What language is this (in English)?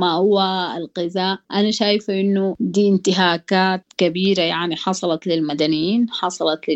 Sudanese Arabic